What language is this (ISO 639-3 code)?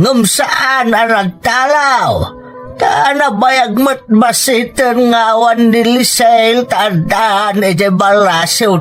ilo